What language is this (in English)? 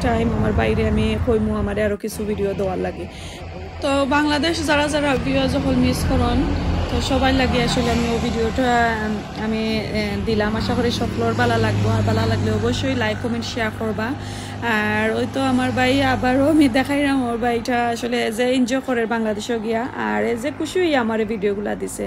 Sylheti